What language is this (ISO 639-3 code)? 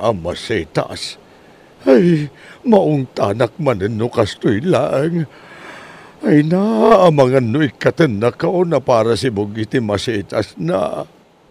ilo